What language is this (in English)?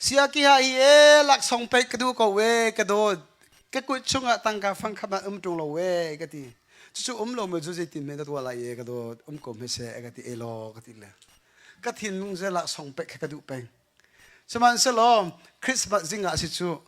Hakha Chin